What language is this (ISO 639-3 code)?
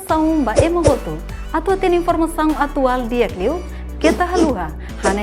tet